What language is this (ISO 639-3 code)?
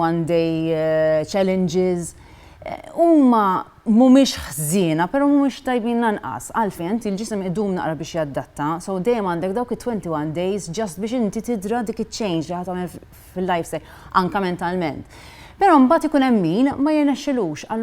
mlt